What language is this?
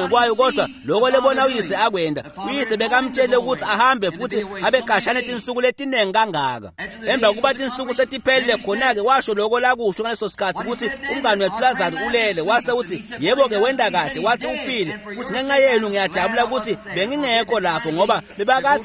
Swati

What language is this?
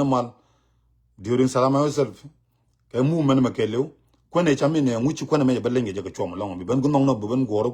Nuer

